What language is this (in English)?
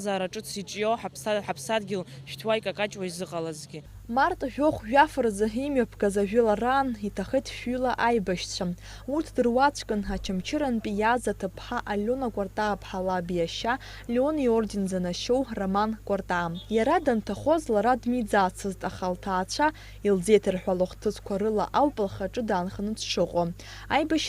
Abkhazian